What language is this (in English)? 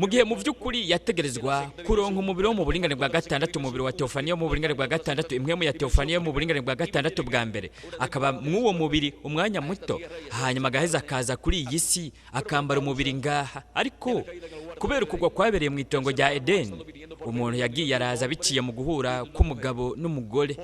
Rundi